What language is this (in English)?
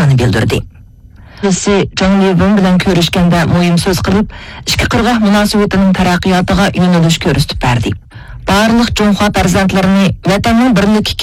Uyghur